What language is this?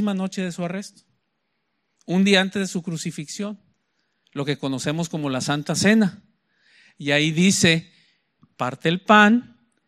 Spanish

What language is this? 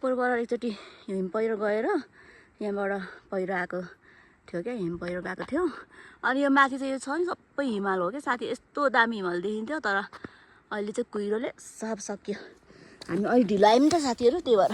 Nepali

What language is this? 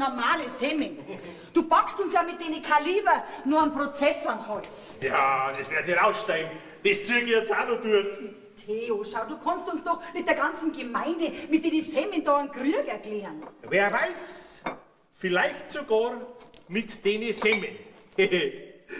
Bavarian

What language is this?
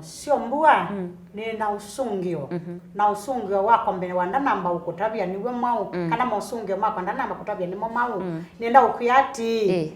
Kamba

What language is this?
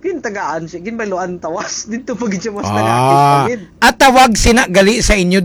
Hiligaynon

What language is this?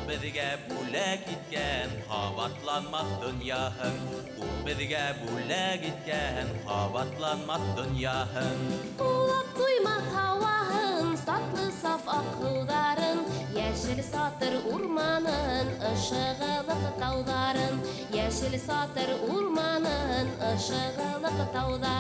Bashkir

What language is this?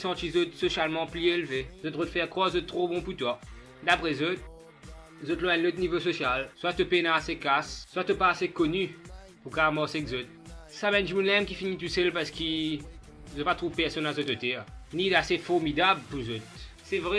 Morisyen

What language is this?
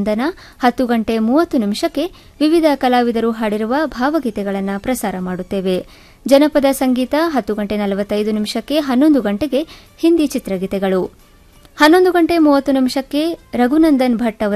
Kannada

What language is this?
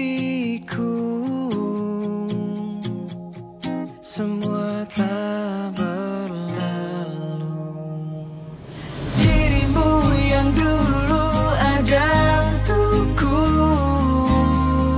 Indonesian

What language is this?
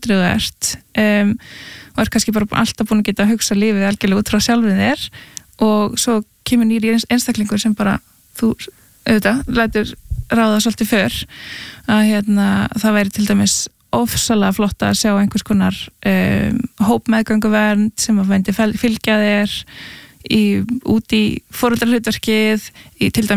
Icelandic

